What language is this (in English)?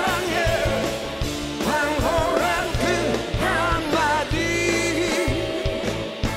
Korean